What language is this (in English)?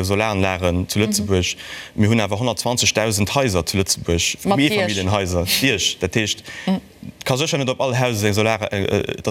Luxembourgish